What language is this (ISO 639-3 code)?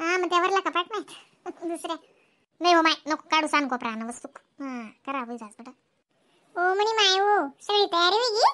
khn